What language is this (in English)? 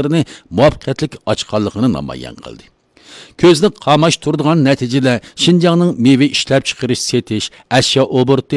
Uyghur